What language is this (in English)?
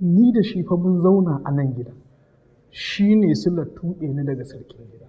Hausa